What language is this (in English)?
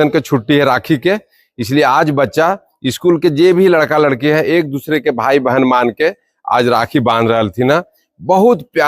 Magahi